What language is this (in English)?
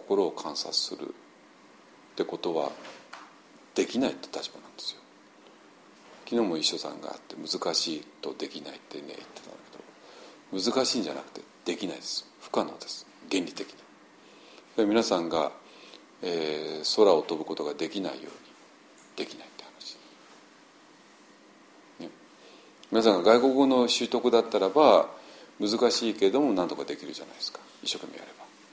Japanese